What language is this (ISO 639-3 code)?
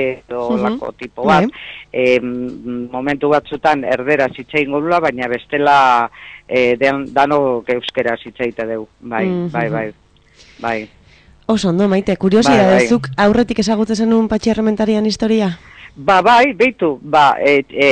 eus